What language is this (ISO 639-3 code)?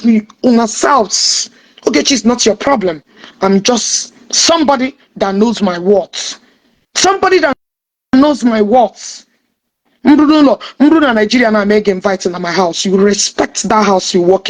ibo